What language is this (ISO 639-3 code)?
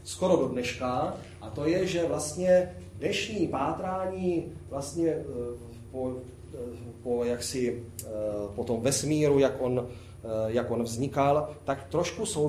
ces